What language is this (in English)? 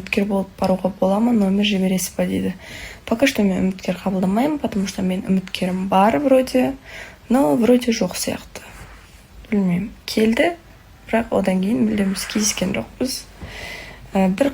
Kazakh